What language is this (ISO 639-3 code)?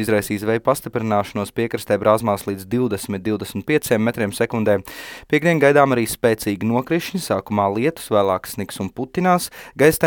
lav